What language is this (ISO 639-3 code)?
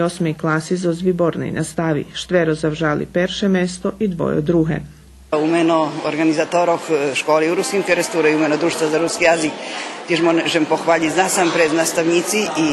rue